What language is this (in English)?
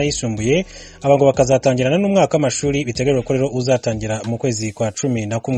Kinyarwanda